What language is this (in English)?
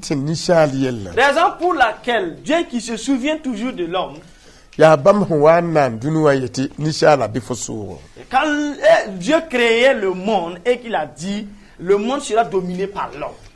Mossi